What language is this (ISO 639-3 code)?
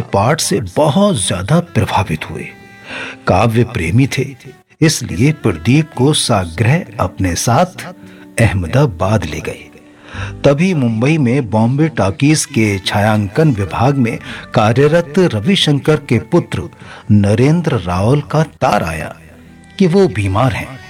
hin